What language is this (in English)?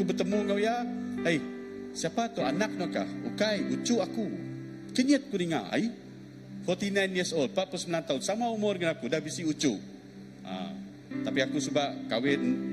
Iban